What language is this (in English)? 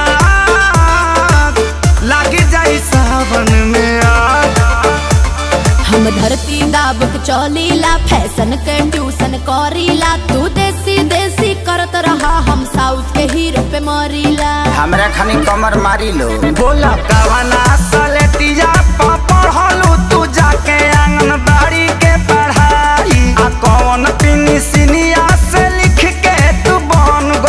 Bhojpuri